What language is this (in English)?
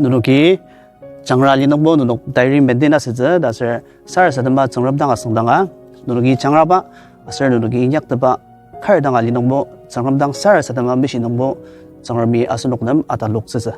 Ao Naga